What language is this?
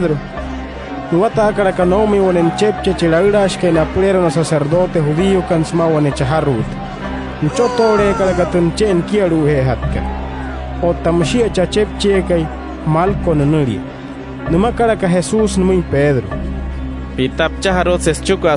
Wayuu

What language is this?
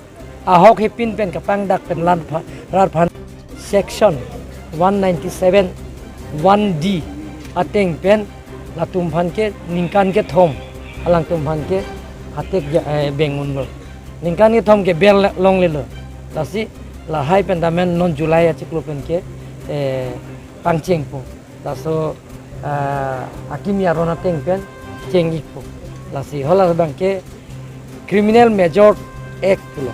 Karbi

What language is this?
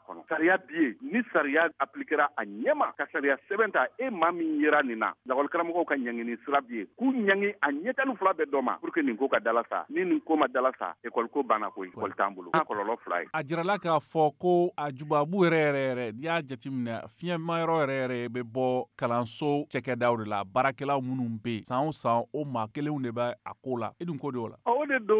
Bambara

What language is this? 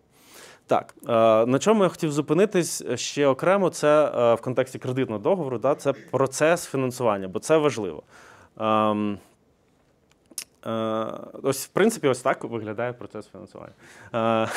Ukrainian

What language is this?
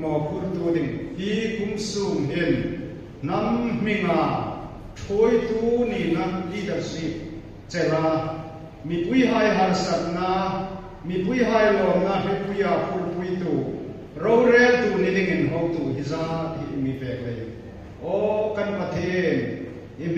Hmar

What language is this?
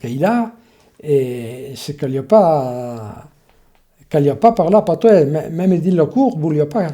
Occitan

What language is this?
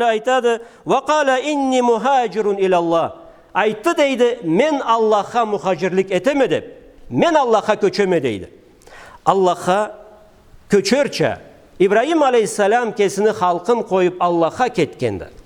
Karachay-Balkar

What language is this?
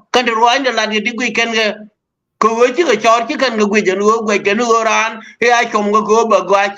Nuer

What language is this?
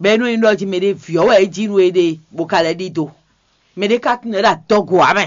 Fon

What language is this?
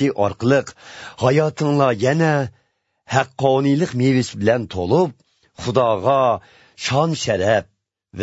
Uyghur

